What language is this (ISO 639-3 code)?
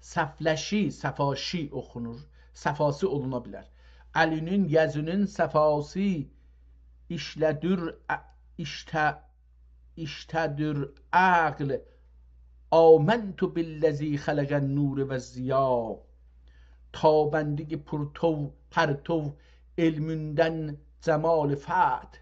azb